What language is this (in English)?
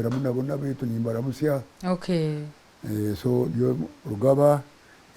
Nyankole